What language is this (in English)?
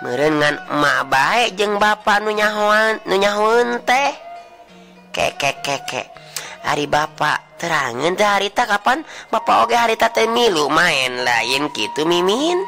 Sundanese